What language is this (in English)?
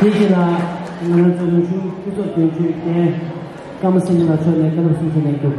Tibetan